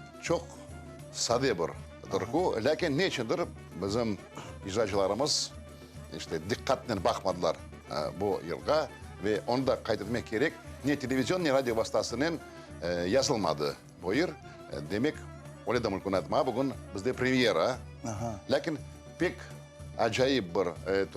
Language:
Crimean Tatar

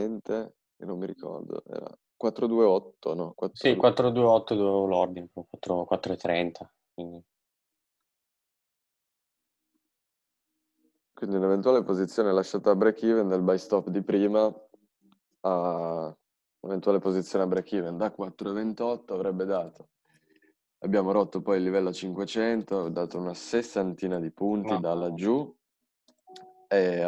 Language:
Italian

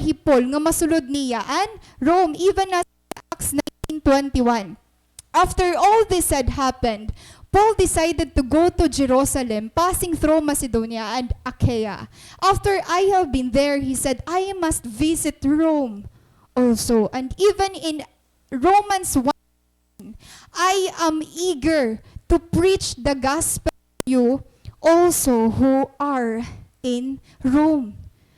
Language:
Waray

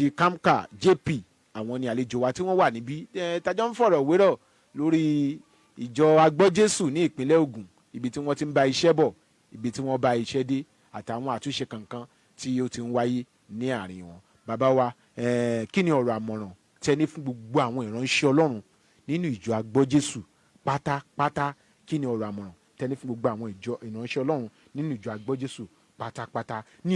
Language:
Yoruba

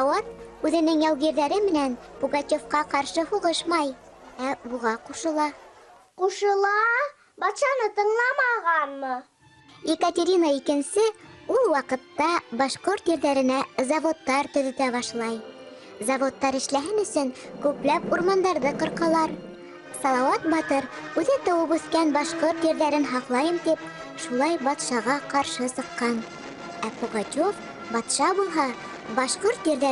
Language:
Bashkir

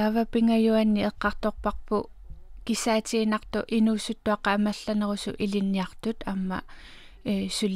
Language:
Kalaallisut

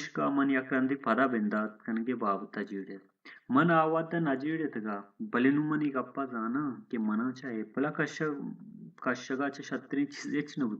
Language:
Baluchi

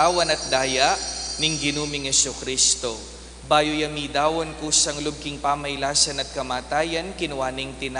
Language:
Pampanga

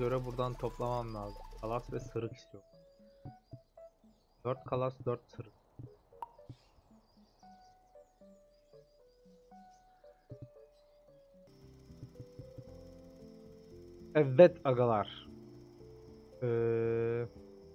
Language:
Turkish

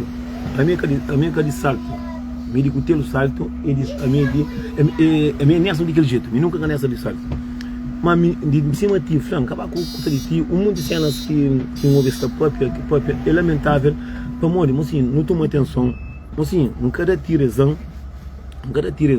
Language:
Kabuverdianu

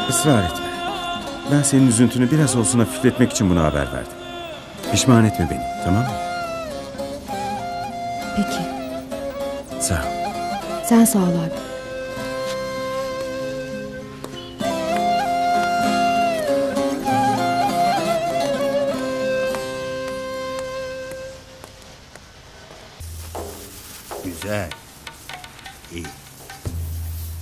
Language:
Turkish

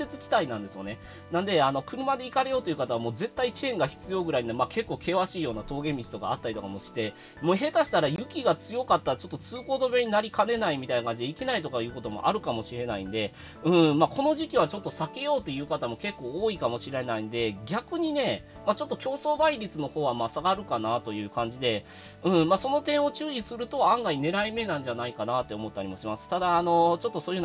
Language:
Japanese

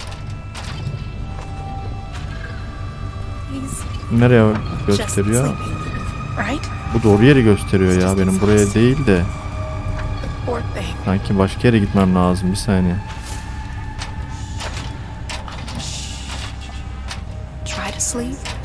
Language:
Turkish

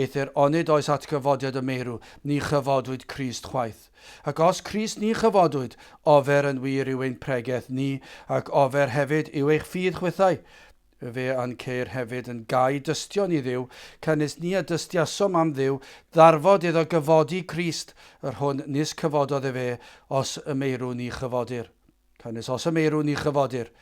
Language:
Welsh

